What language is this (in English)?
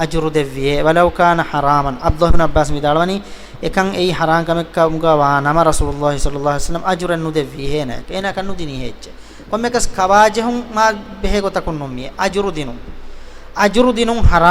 Divehi